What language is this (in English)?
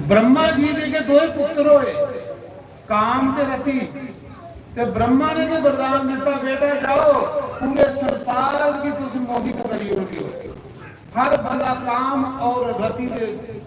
Dogri